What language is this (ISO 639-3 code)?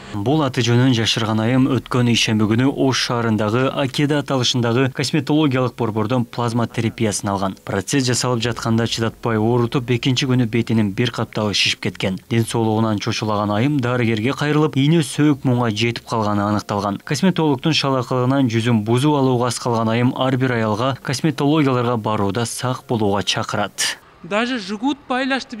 kir